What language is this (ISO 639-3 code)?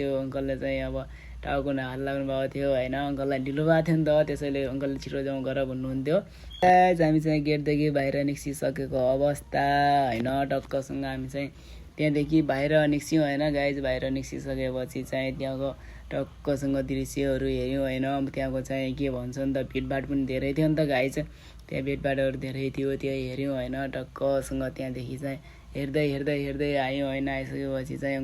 nep